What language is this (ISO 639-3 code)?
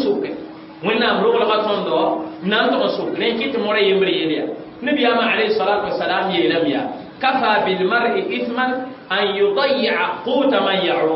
mos